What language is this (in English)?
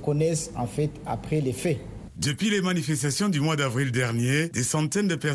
French